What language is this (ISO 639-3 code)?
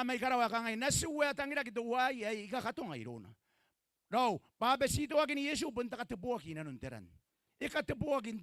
gil